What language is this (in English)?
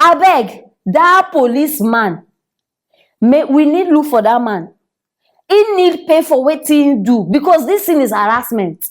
Nigerian Pidgin